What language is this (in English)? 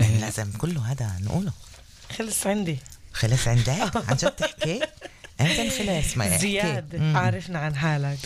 North Levantine Arabic